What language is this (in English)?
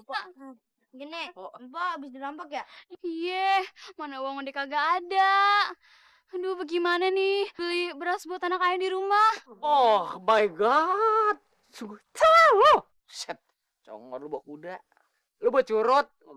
Betawi